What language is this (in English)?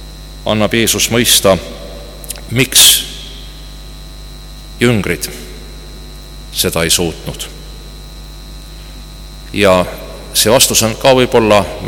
Estonian